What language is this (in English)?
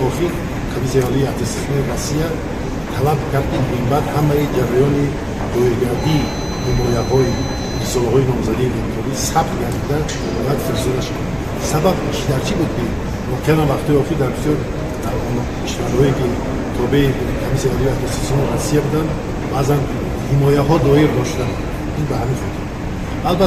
Tajik